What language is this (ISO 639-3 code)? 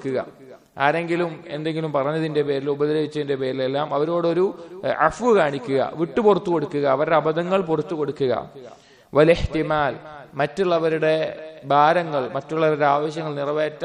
mal